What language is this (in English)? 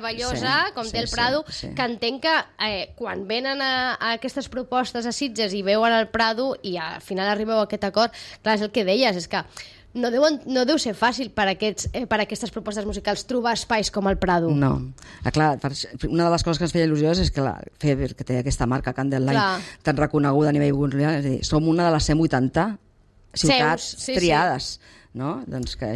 Catalan